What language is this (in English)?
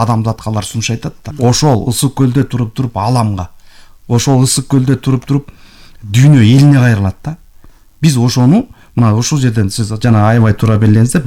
Kyrgyz